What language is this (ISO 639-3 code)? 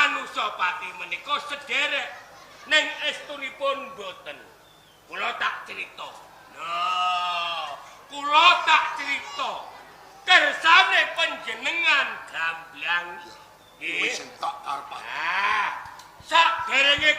jav